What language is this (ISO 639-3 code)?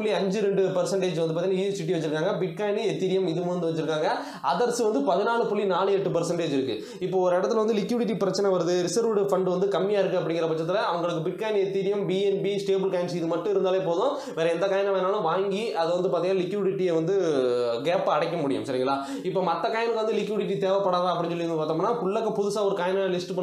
tam